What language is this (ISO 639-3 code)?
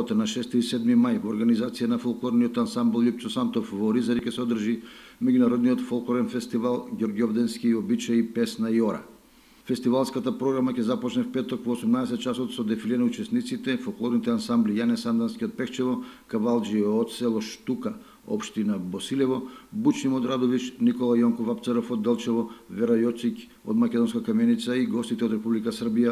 mkd